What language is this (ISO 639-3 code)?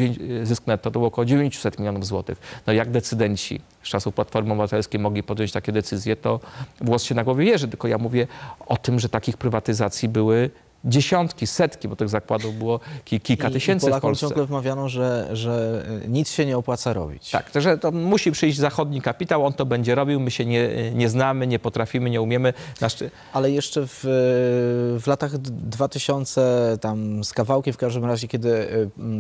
pol